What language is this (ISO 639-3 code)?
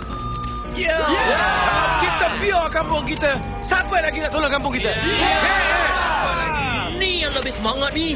msa